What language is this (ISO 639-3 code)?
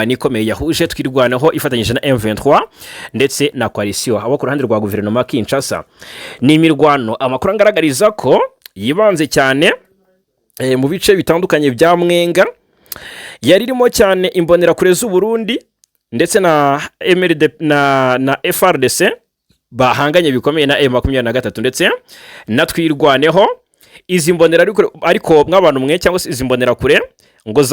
kin